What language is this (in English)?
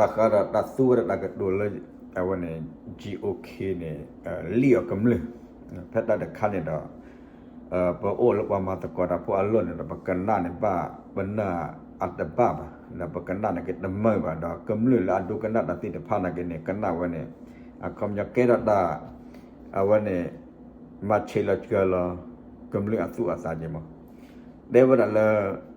S'gaw Karen